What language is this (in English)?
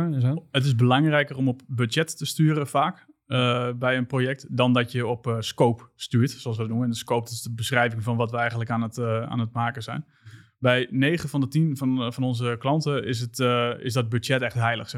Dutch